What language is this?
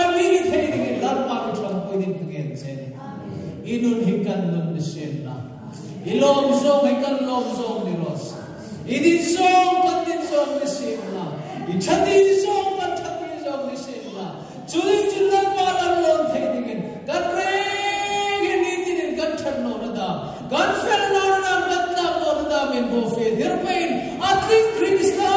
Hmar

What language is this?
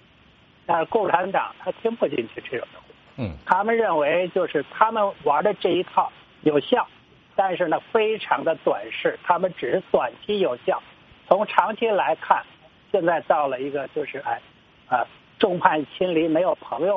Chinese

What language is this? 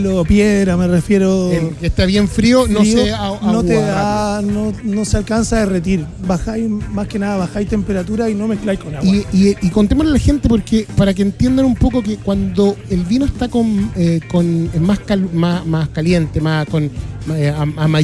Spanish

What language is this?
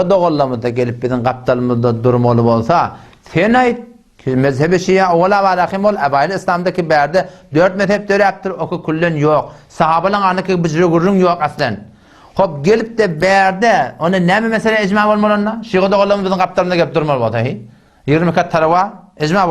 Turkmen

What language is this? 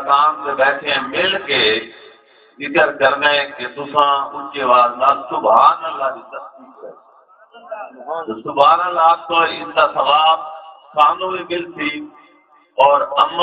Saraiki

